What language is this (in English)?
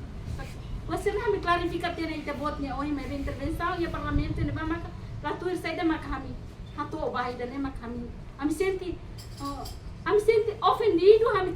Tetum